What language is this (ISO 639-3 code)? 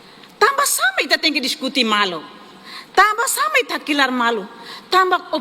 tet